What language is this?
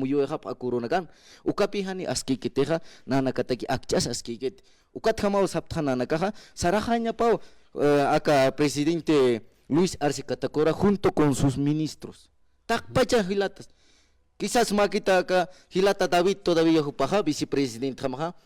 Aymara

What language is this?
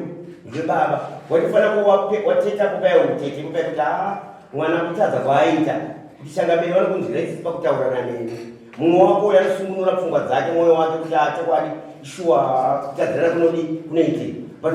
Shona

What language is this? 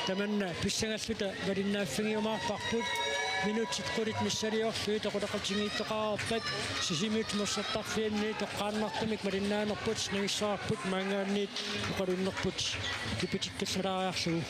Kalaallisut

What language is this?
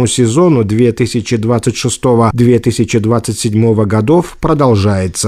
Russian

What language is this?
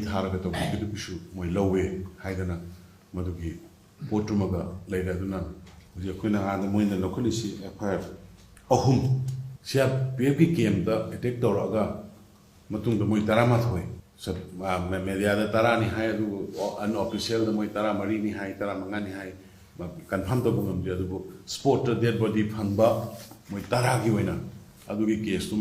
Manipuri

